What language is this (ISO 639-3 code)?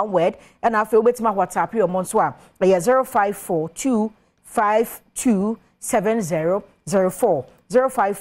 aka